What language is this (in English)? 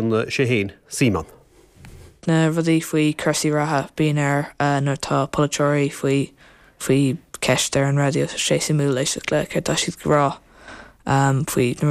Irish